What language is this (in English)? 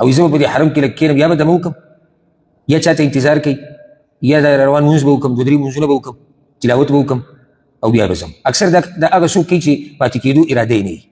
Pashto